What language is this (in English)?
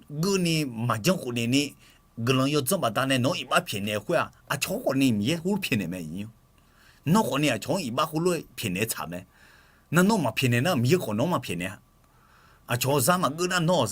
Akha